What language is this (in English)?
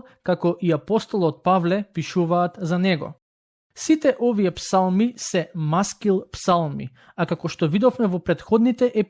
Macedonian